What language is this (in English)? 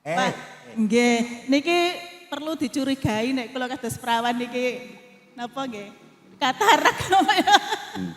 Javanese